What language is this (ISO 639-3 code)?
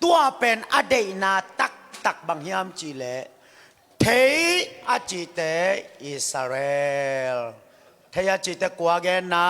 ctd